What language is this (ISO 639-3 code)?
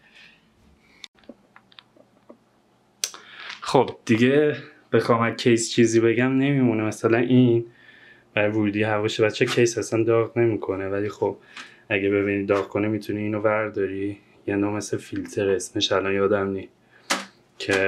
fas